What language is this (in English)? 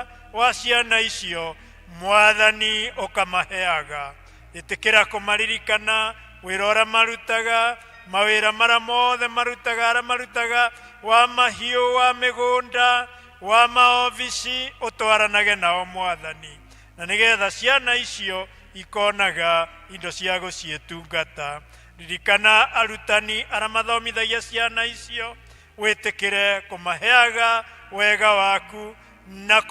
Kikuyu